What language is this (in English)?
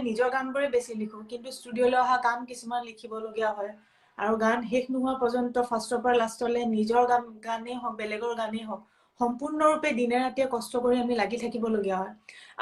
Assamese